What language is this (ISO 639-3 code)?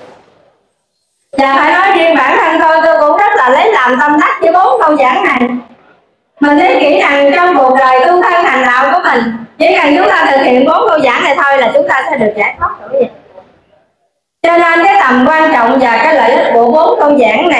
vie